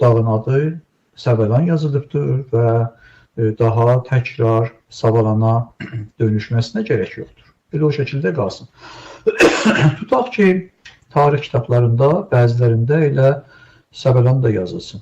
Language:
Azerbaijani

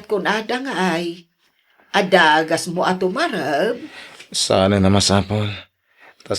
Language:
Iloko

